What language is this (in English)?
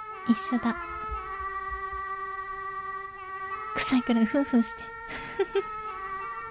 Japanese